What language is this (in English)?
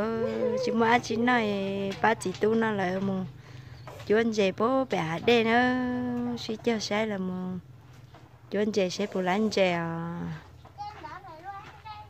Vietnamese